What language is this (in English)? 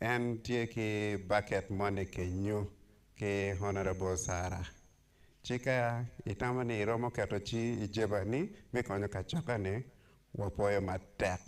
Acoli